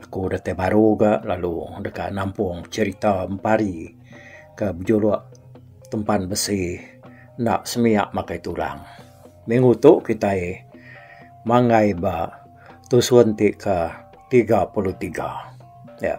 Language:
Iban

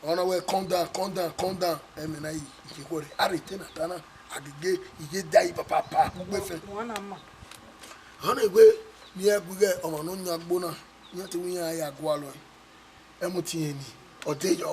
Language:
Bini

